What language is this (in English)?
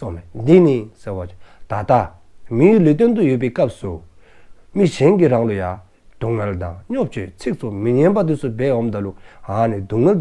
Dzongkha